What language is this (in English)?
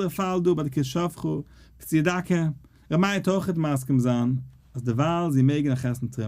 Yiddish